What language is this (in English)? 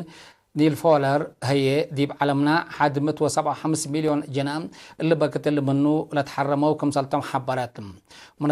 Tigre